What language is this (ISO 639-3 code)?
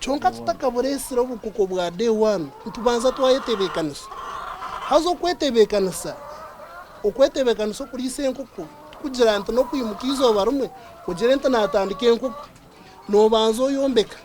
nyn